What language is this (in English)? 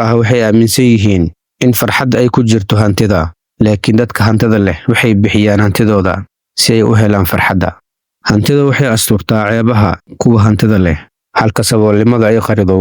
Somali